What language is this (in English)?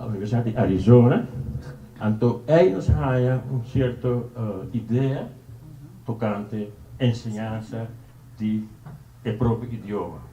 Papiamento